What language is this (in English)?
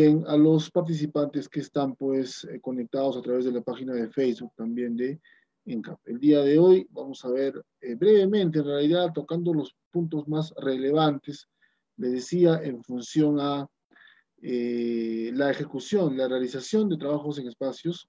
Spanish